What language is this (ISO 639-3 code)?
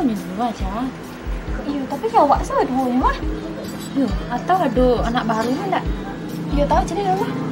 min